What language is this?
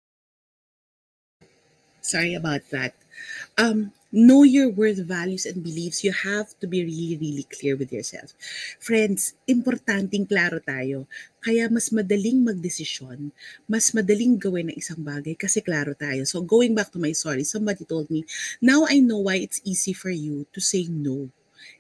Filipino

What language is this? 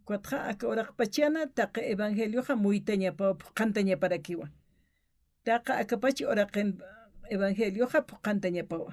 Aymara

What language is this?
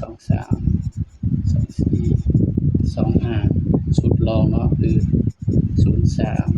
Northeastern Thai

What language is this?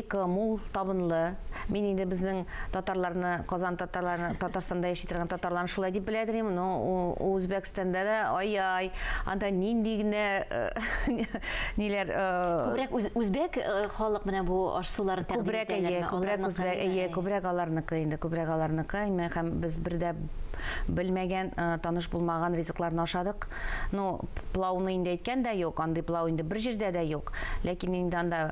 Tatar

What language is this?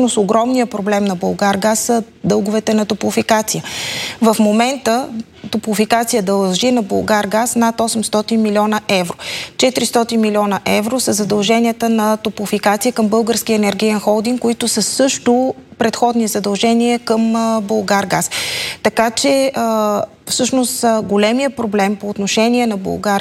Bulgarian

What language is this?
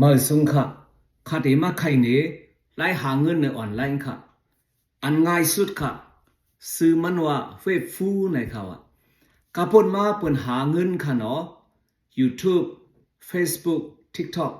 Shan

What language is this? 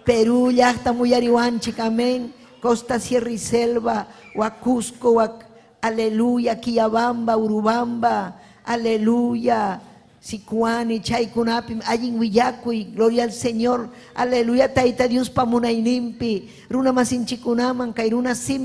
Ayacucho Quechua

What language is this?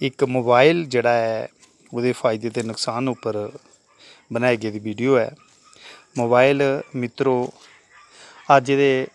Dogri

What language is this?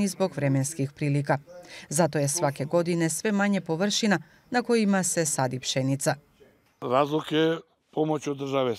Croatian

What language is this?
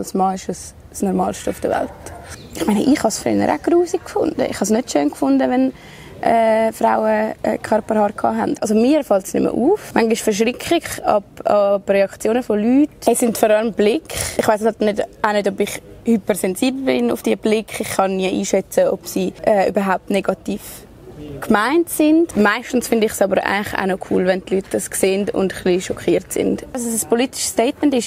Swiss German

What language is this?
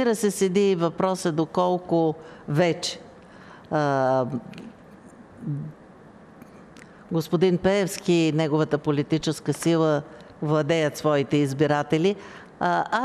Bulgarian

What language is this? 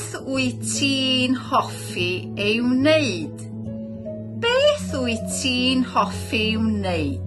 Welsh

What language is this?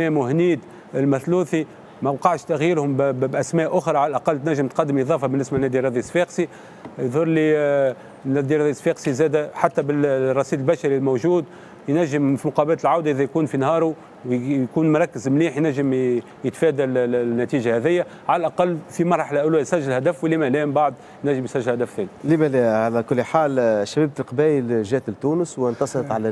Tunisian Arabic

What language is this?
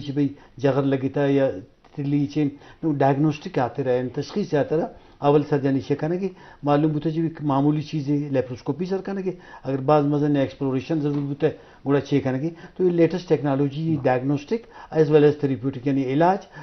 Eastern Balochi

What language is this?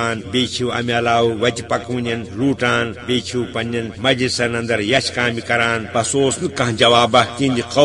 Kashmiri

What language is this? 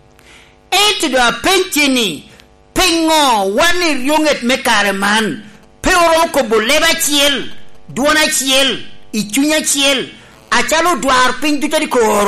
Lango (Uganda)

